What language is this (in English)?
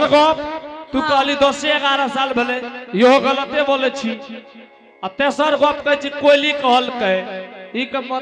Angika